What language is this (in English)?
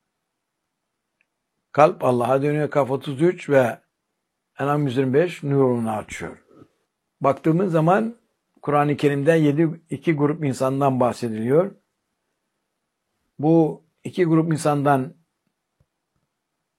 Turkish